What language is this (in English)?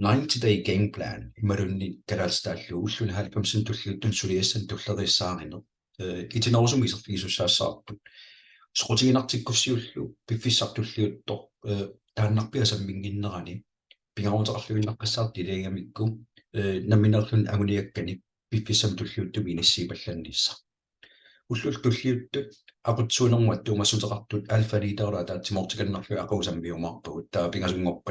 Kalaallisut